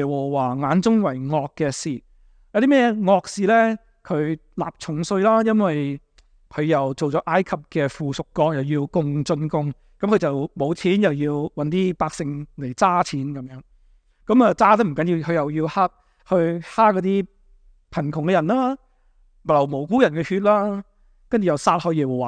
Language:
Cantonese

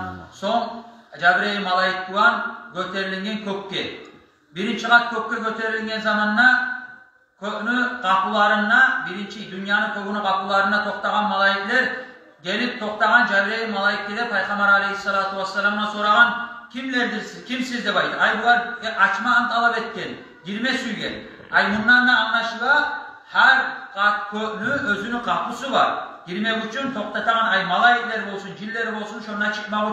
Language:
Kumyk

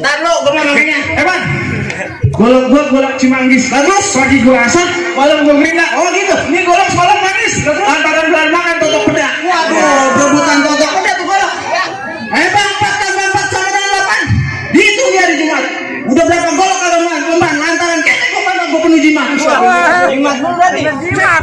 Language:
Betawi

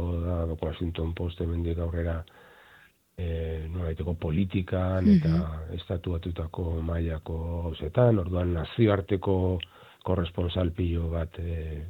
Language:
Basque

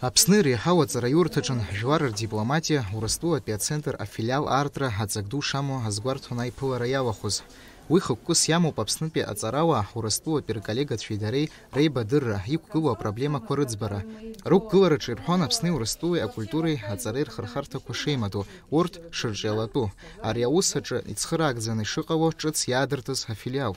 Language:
Abkhazian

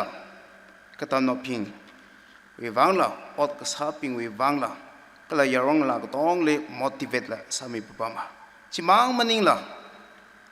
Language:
Tangkhul Naga (India)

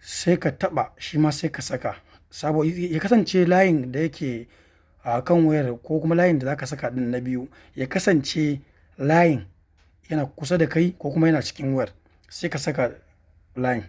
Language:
Hausa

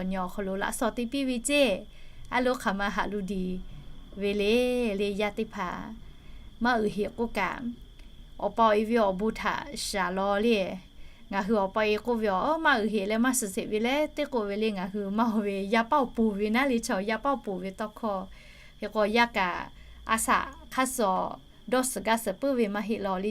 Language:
Lahu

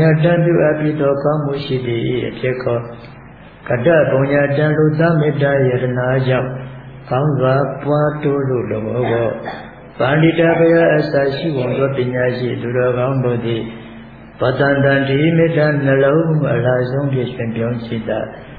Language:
Burmese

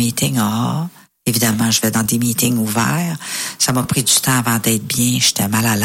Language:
French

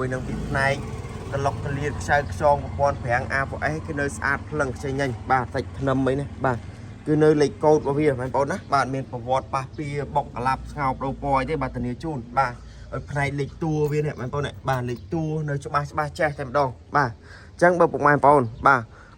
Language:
Khmer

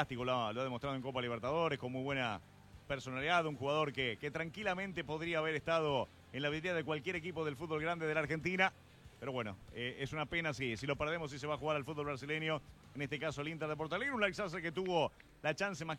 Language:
Spanish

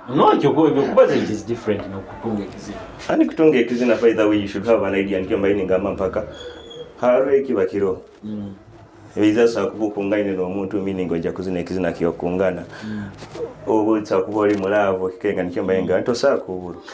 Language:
Nyoro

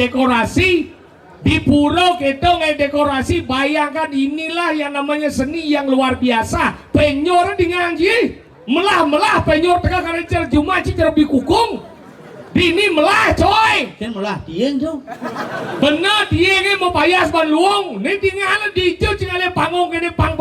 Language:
Balinese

